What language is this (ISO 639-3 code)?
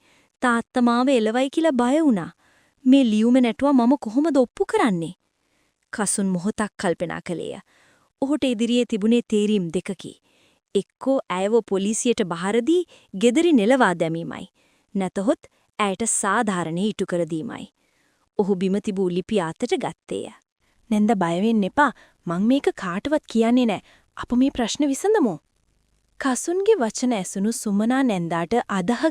sin